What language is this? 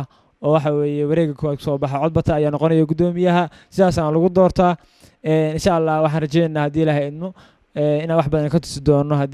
Somali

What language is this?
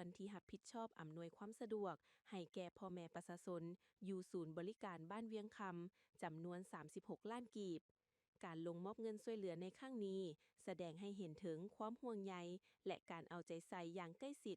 Lao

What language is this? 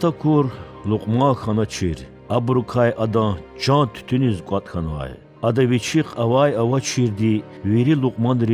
Lezghian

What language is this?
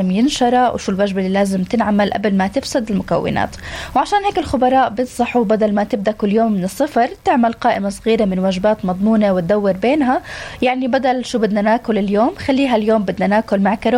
North Levantine Arabic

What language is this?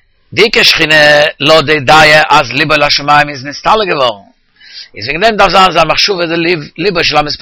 Yiddish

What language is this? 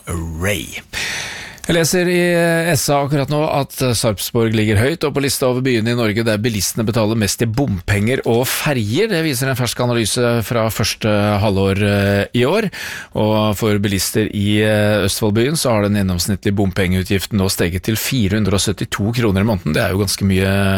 Norwegian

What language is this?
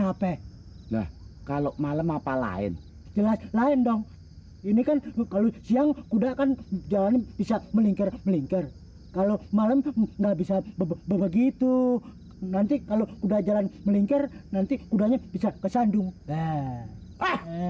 Betawi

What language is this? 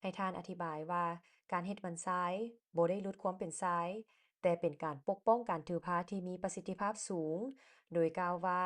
Lao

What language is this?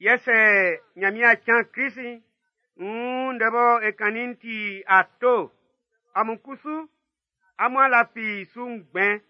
Baoulé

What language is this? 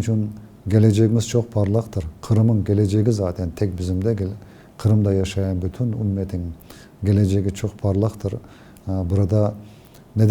Crimean Tatar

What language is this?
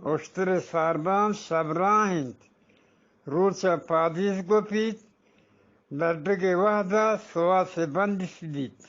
Eastern Balochi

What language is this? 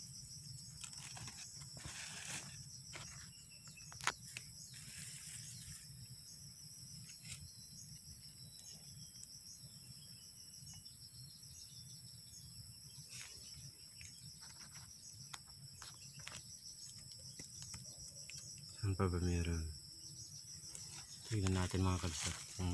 Filipino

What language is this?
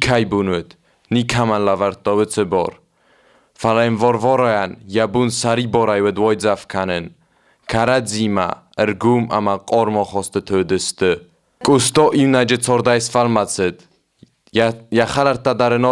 Ossetic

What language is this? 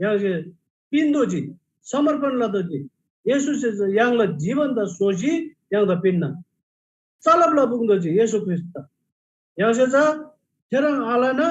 Eastern Tamang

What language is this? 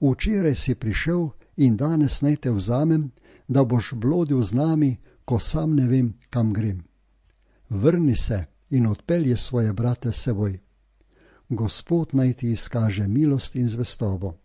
Slovenian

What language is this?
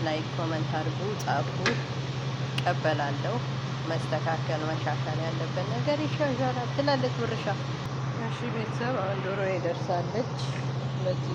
Amharic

